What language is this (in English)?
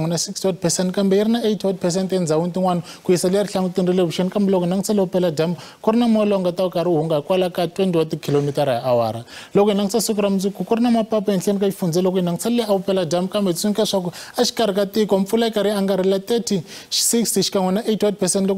Tsonga